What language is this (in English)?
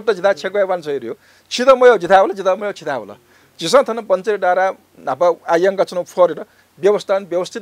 Newari